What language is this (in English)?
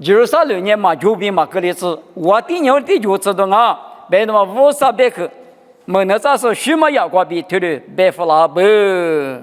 Lisu